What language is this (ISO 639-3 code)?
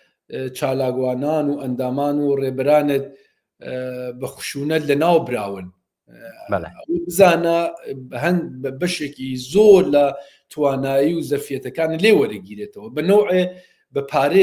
ckb